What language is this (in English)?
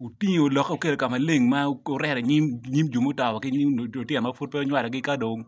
Acoli